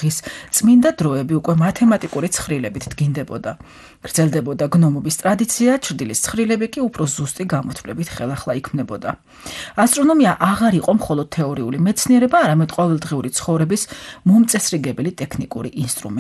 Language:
Georgian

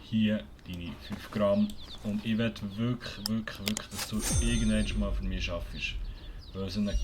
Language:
Swiss German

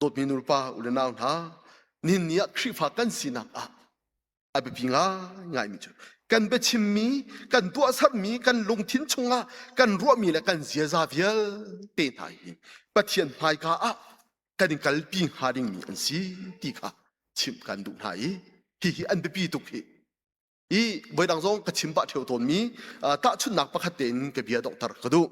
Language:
Hakha Chin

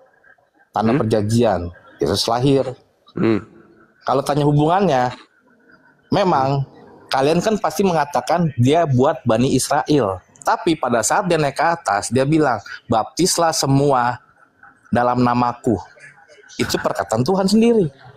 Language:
Indonesian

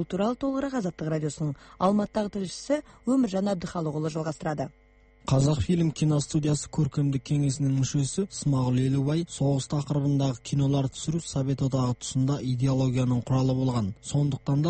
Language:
Kazakh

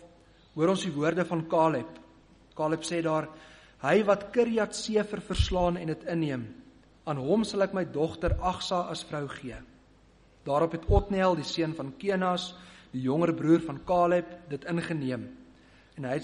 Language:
Afrikaans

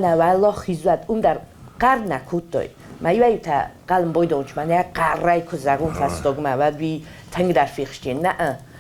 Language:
Ossetic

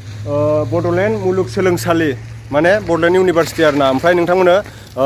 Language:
Bodo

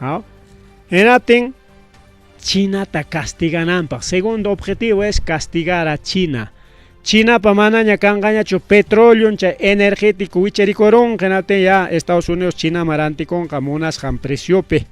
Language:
Ayacucho Quechua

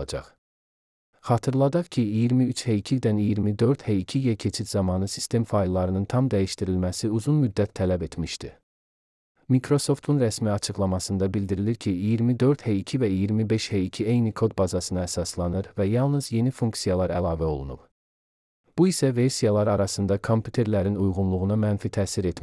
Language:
Azerbaijani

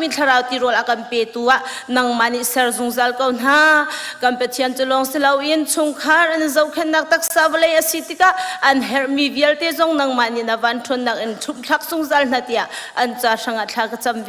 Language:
Hakha Chin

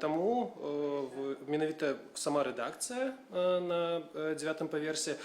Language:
Belarusian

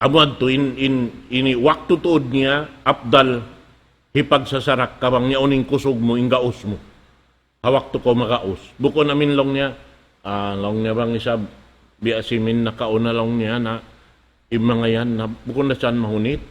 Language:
Tausug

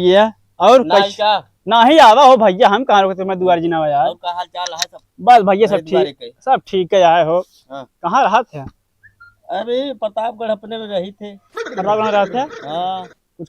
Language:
Awadhi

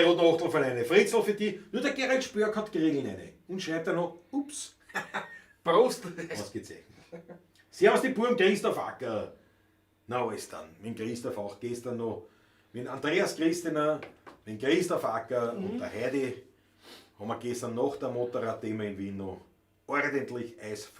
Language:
Bavarian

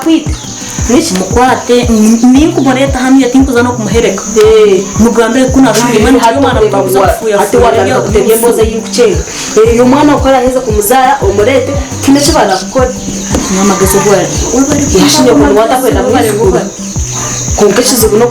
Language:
Nyankole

